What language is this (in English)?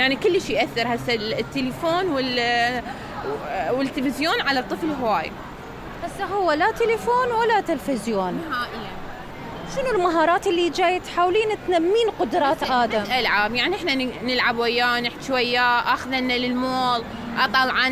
Mesopotamian Arabic